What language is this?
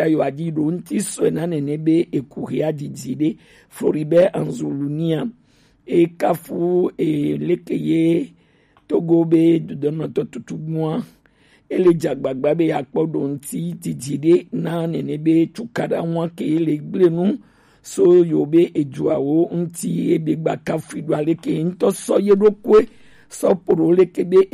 Gen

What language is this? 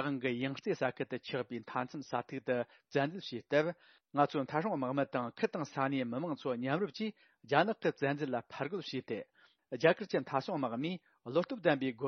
Tibetan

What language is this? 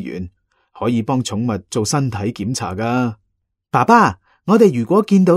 Cantonese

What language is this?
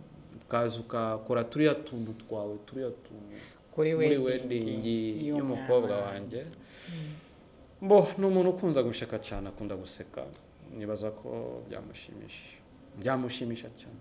Rundi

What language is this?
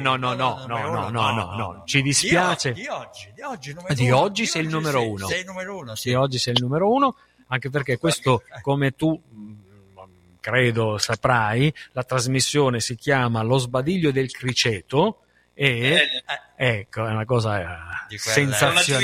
Italian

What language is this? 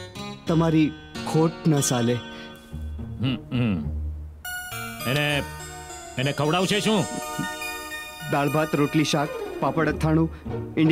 Gujarati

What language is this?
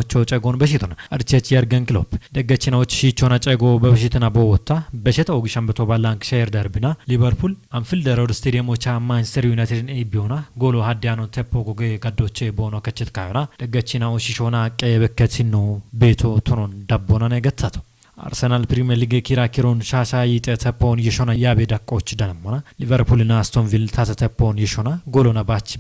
Kafa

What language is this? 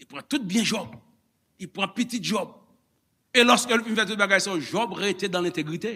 Haitian Creole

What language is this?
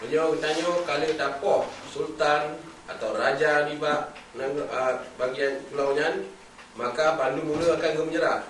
Achinese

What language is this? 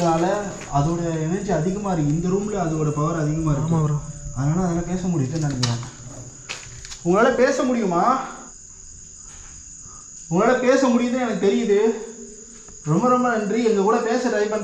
Tamil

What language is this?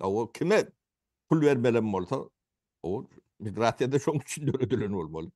Turkmen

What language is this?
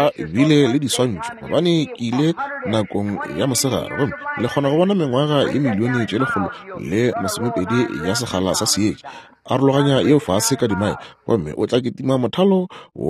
Northern Sotho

